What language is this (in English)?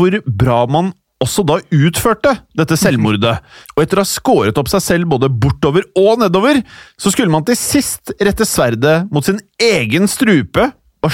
Norwegian